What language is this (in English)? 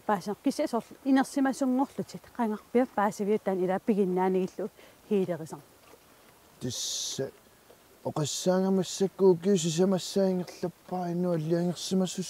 Kalaallisut